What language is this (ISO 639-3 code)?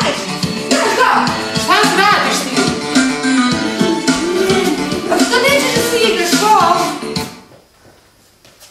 srp